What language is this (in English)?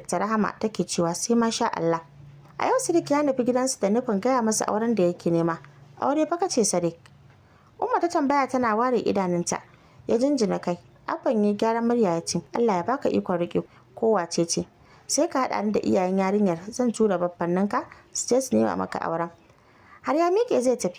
Hausa